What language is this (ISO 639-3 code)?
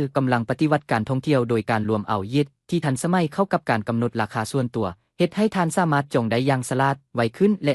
lao